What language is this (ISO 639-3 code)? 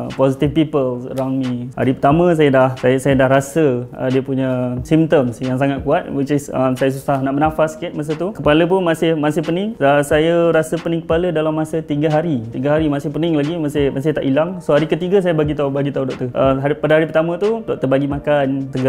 msa